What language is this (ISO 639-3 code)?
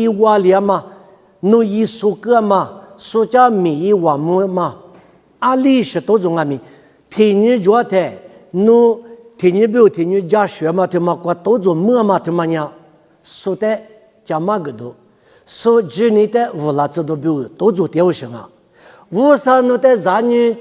lis